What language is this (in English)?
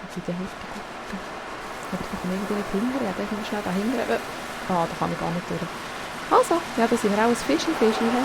Swiss German